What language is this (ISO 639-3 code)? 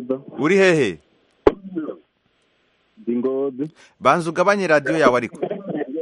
kin